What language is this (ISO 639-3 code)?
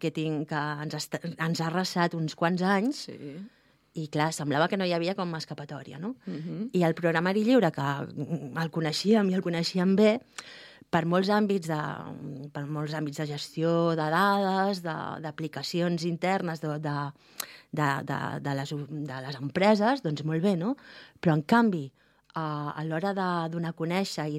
cat